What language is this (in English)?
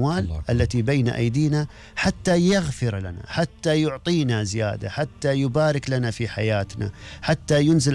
Gulf Arabic